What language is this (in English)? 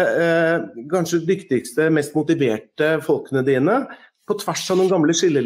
Norwegian